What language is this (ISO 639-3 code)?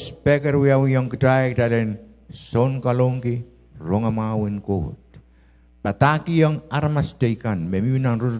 pon